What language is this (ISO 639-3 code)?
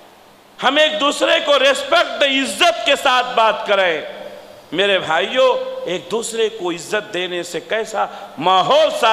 urd